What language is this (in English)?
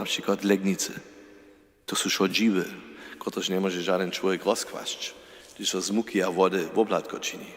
Upper Sorbian